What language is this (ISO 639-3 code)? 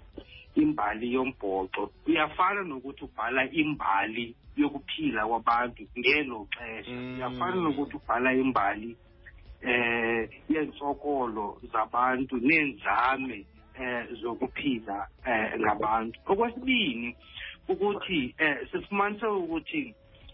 xho